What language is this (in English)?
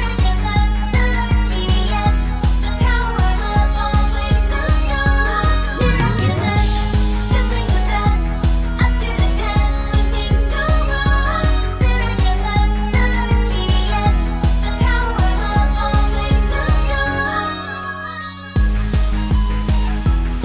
English